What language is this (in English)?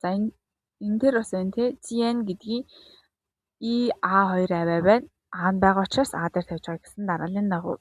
Mongolian